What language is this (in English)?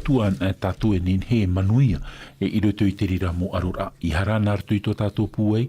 Tahitian